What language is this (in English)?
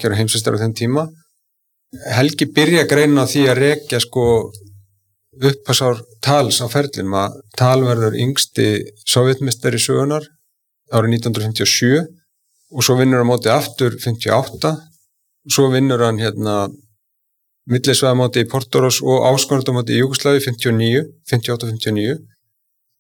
Icelandic